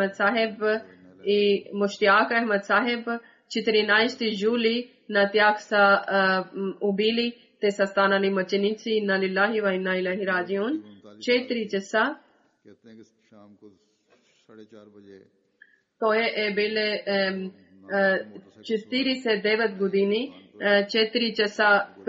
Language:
Bulgarian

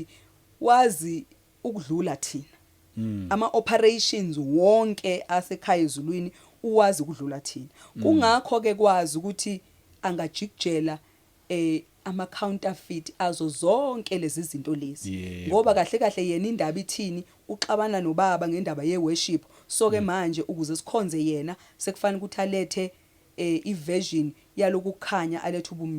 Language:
Zulu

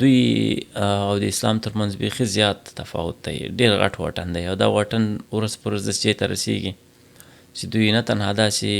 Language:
Pashto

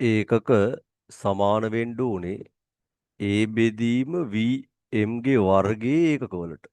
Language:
Sinhala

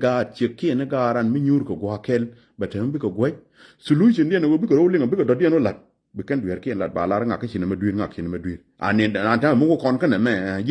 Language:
Nuer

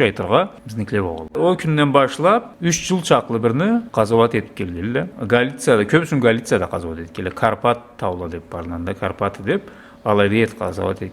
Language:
Karachay-Balkar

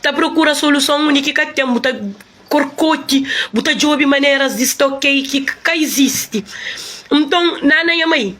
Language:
Kabuverdianu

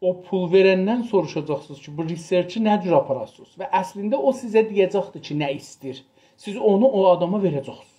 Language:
South Azerbaijani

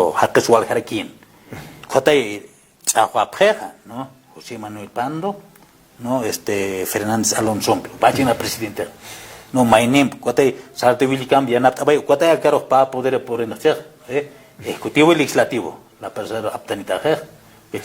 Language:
Aymara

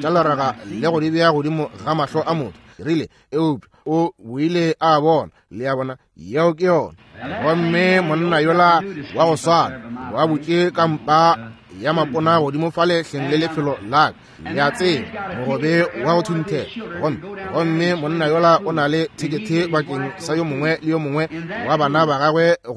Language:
Northern Sotho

